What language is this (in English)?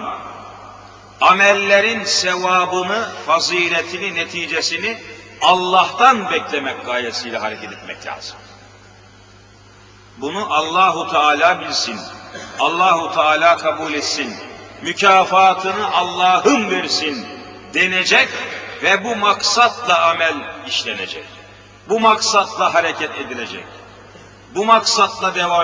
Turkish